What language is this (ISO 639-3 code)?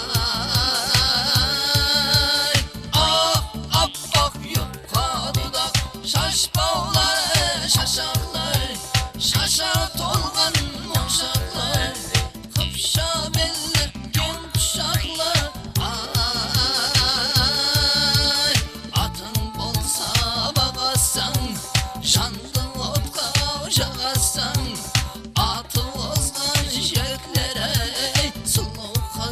kaa